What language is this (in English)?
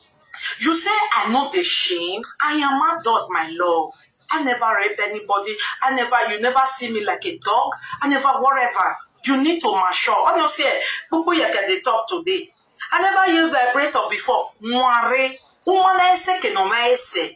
Nigerian Pidgin